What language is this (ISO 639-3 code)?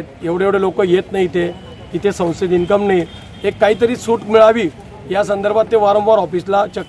mar